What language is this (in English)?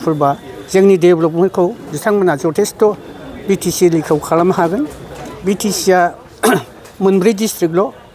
Bodo